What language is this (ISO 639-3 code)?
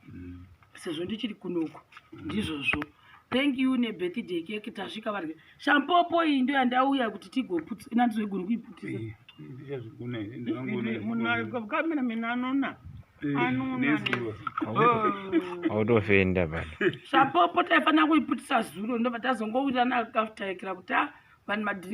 sna